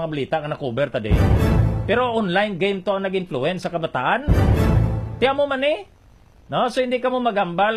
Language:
Filipino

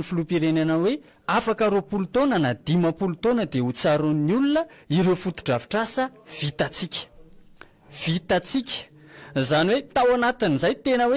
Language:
Malagasy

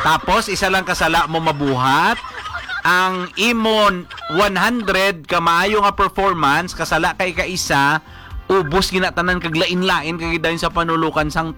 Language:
Hiligaynon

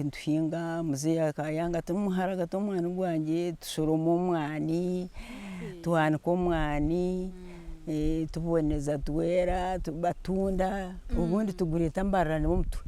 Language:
Nyankole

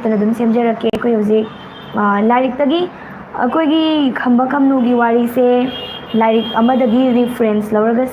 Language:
Manipuri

